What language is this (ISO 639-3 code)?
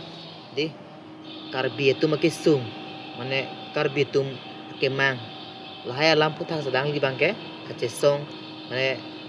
mjw